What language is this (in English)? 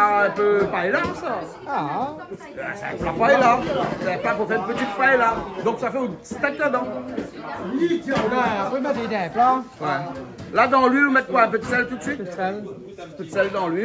Réunion Creole French